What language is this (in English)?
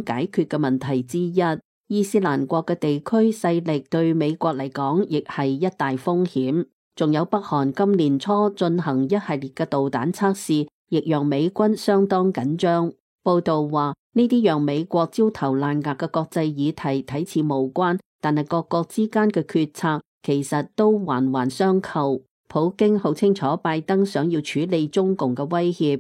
Cantonese